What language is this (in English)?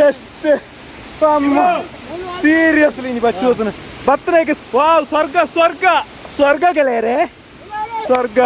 Tulu